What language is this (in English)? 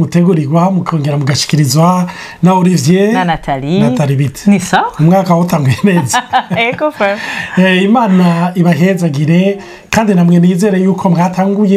Rundi